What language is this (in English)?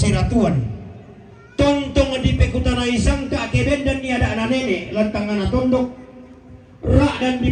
Toraja-Sa'dan